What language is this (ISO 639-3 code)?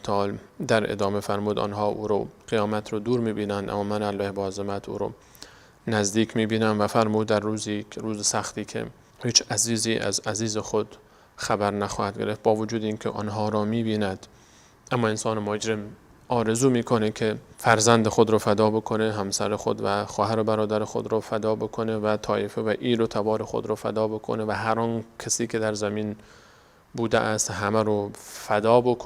fas